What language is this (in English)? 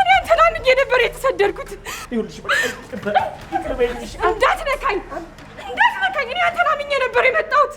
Amharic